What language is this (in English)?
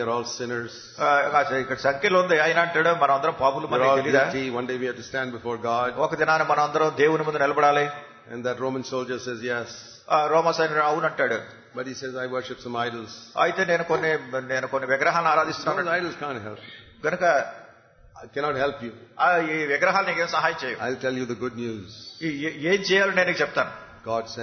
Telugu